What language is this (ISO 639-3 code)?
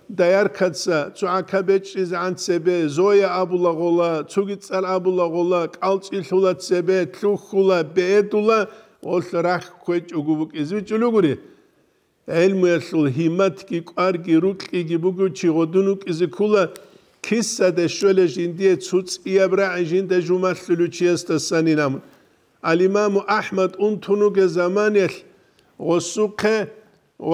ava